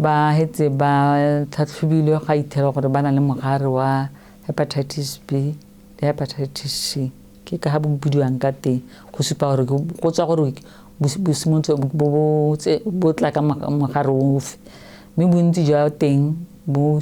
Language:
Tswana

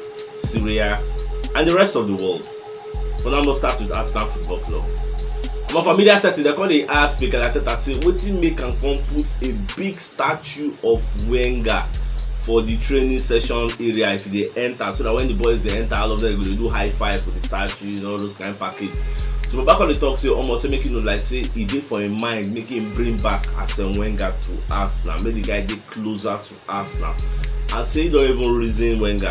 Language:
Nigerian Pidgin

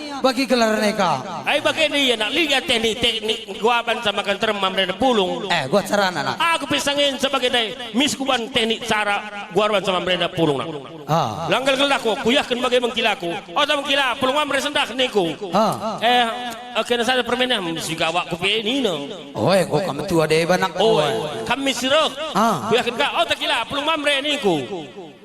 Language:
Batak Karo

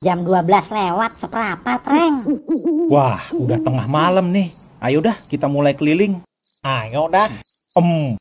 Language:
Betawi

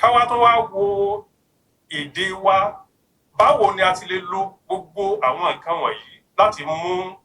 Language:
Yoruba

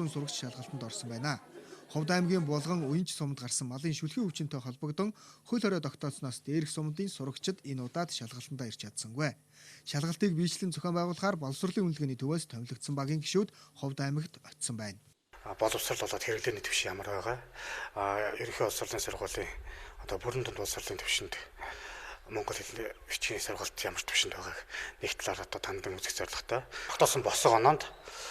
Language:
Mongolian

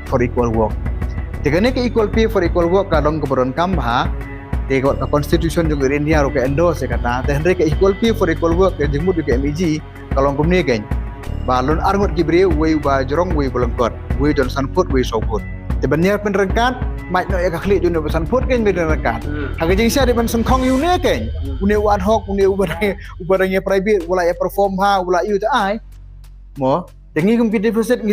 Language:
Khasi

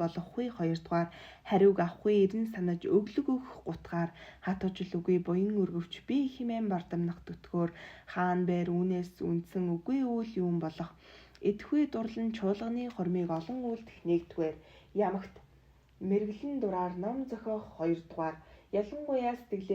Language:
Mongolian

